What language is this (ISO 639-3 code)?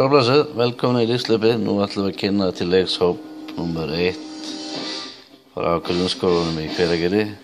isl